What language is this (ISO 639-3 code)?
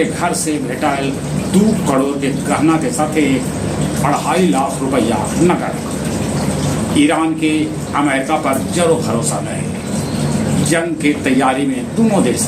mag